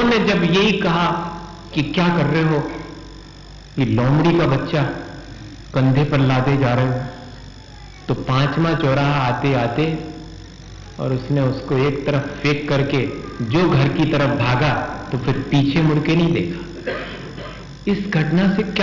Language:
Hindi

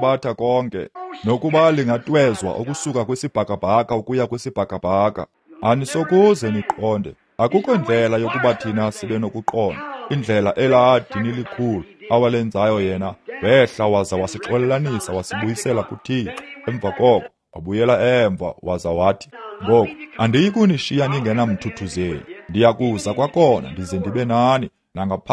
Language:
Xhosa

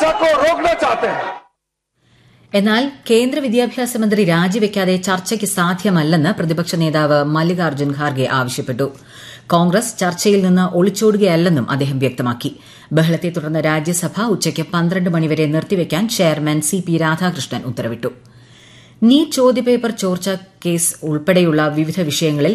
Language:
Malayalam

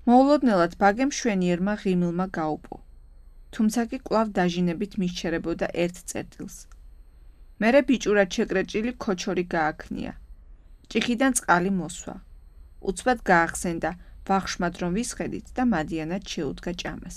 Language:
Georgian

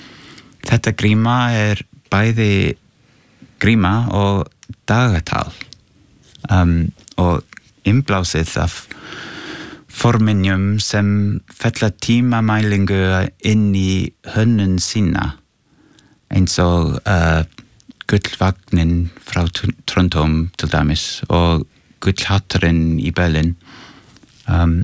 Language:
Icelandic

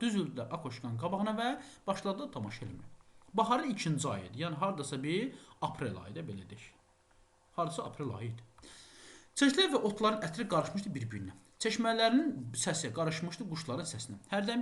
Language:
Azerbaijani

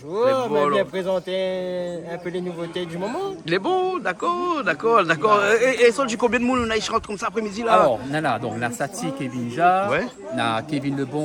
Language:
Réunion Creole French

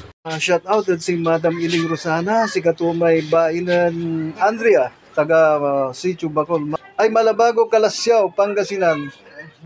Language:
Pangasinan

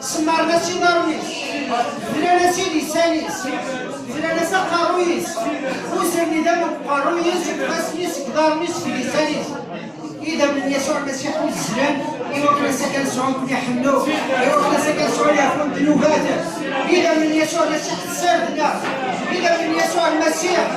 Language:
Kabyle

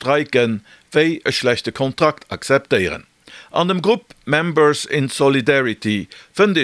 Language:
Luxembourgish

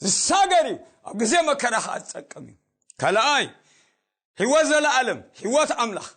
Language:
Tigrinya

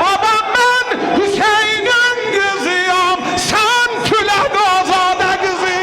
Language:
South Azerbaijani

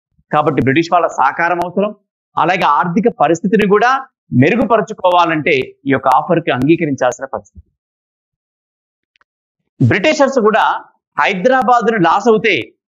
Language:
Telugu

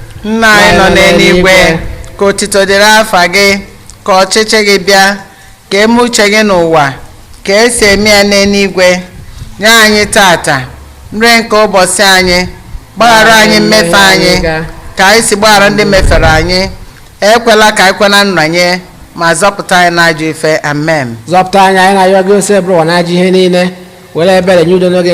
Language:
Igbo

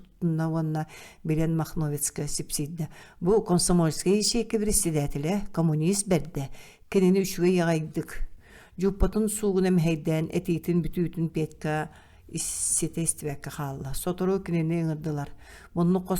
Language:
Yakut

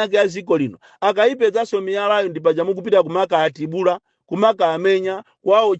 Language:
Nyanja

